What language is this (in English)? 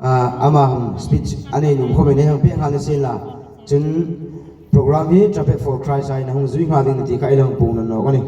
Hmar